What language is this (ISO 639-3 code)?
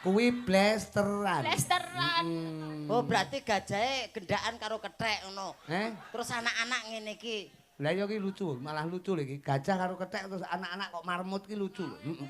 jav